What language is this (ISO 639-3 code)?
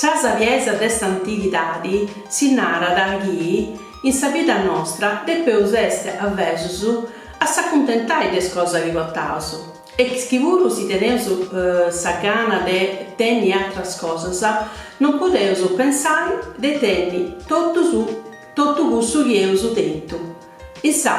srd